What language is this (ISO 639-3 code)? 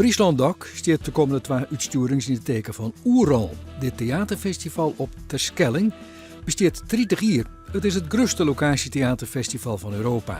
fry